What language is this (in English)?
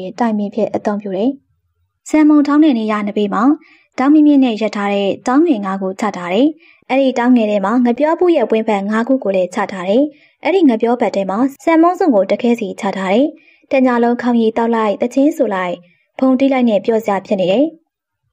Burmese